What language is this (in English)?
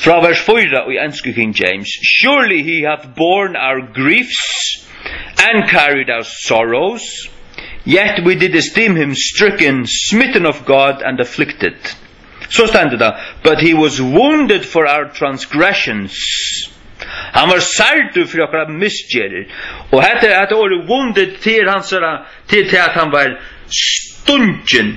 Faroese